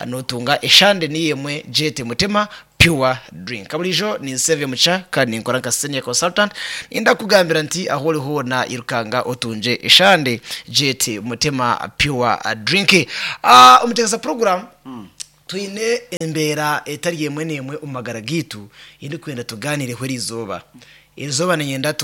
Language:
Nyankole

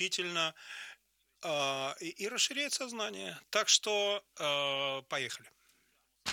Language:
Russian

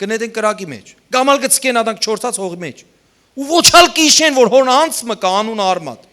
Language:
Western Armenian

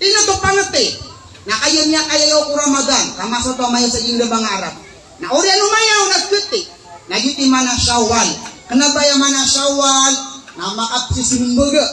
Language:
Maranao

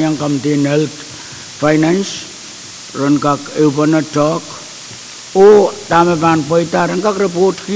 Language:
Pohnpeian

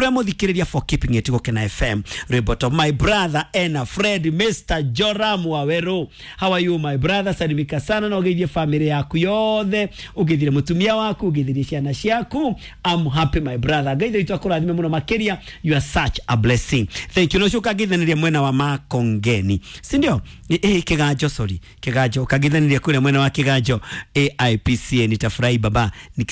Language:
Kikuyu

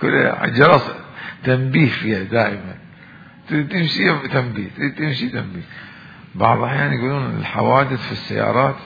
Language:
Mesopotamian Arabic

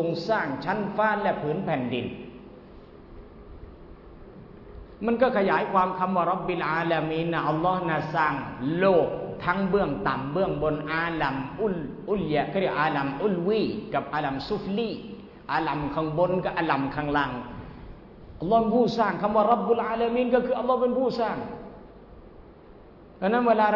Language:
Thai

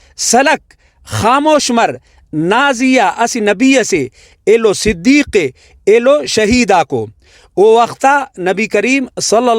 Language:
Brahui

